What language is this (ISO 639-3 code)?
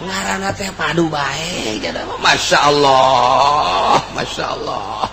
sun